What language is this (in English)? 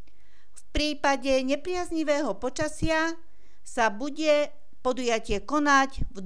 Slovak